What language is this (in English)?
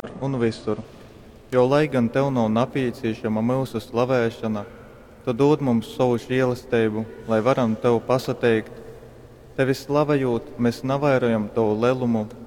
Latgalian